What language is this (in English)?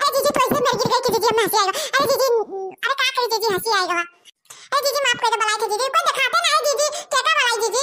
Awadhi